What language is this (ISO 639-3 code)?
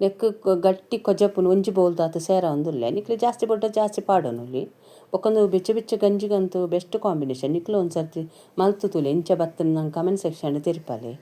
tcy